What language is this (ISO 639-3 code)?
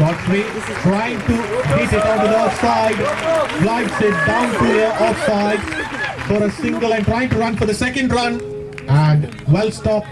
kok